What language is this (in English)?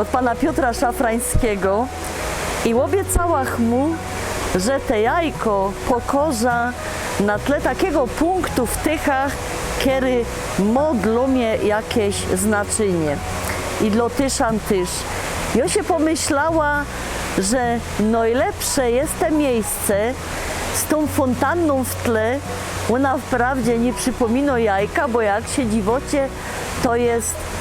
Silesian